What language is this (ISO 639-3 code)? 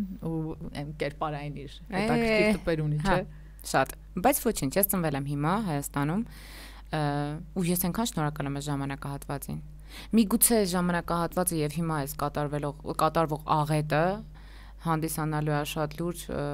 hye